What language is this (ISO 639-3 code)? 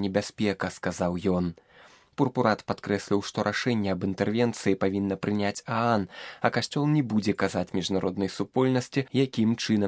bel